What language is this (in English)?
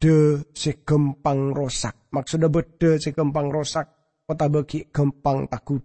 Madurese